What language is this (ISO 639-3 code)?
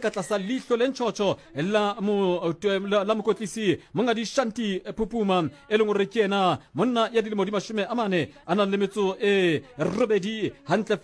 sot